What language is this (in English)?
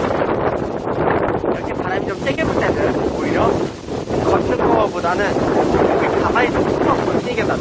Korean